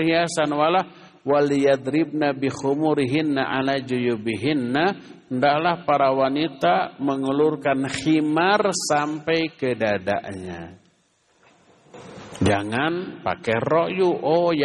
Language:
Indonesian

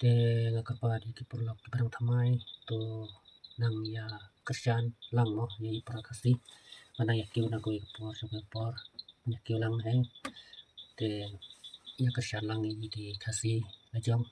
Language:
Khasi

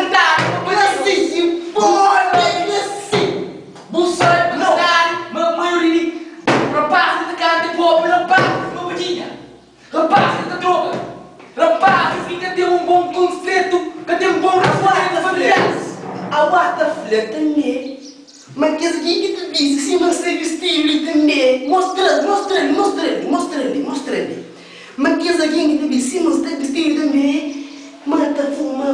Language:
Kabuverdianu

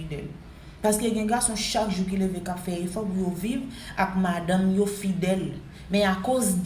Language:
Haitian Creole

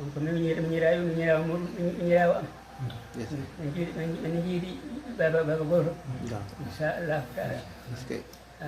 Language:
Fula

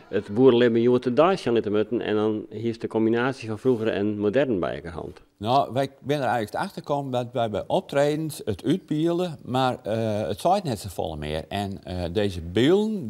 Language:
Western Frisian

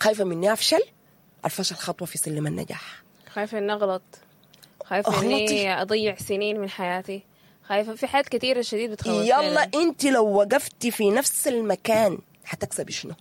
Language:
Sudanese Arabic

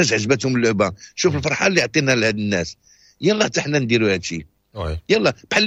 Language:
Moroccan Arabic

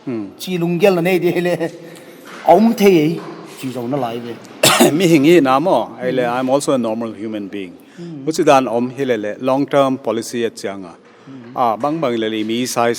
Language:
Paite Chin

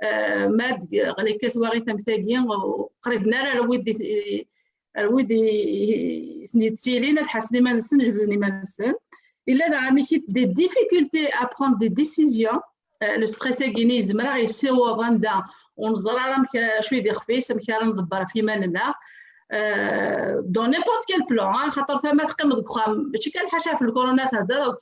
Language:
Kabyle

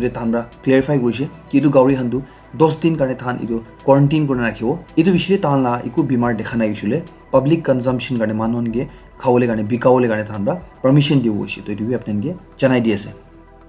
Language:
Naga Pidgin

